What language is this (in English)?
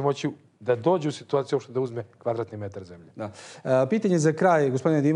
Serbian